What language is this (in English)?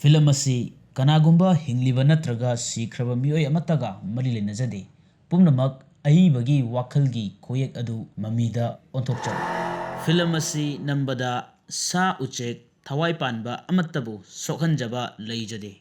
Manipuri